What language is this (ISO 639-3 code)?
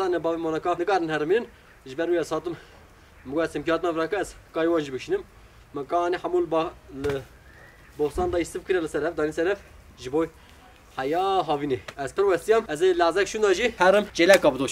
kur